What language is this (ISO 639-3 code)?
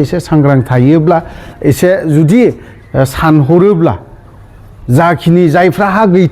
brx